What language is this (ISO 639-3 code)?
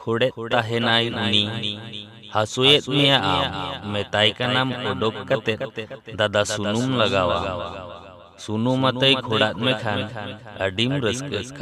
sat